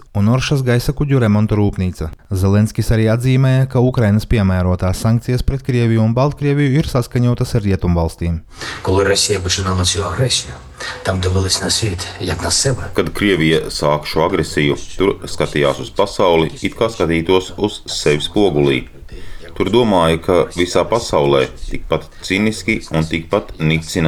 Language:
Latvian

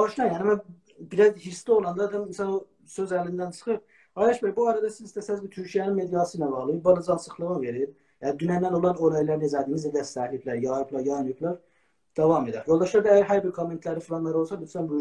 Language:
South Azerbaijani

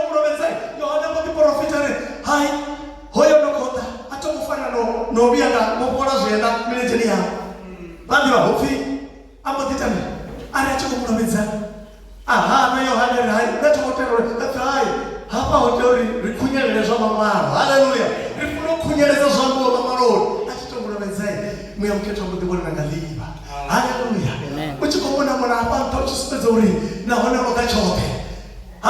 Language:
Venda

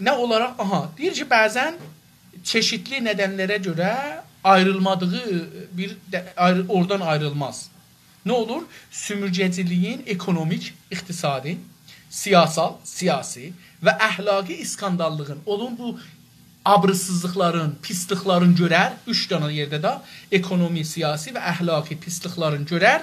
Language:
South Azerbaijani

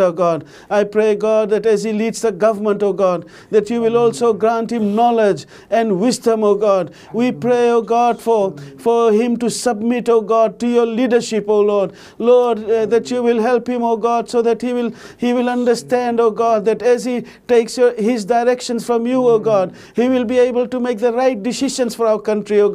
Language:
Fijian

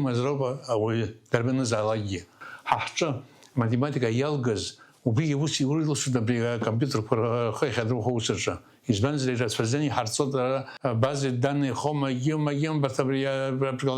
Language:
Abkhazian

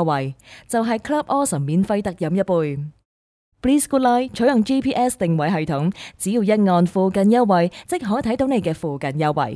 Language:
Cantonese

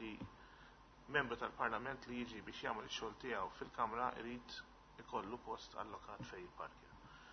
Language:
Maltese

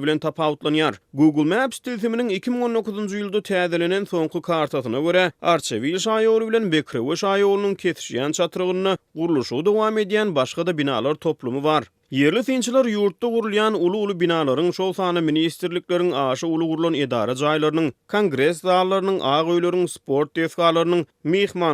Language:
Turkmen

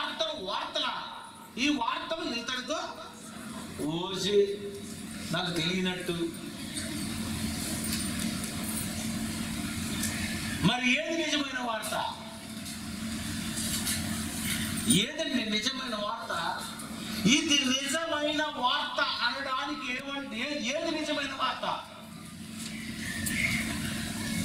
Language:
Telugu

